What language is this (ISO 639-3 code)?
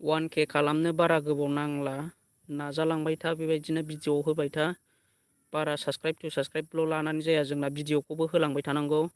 brx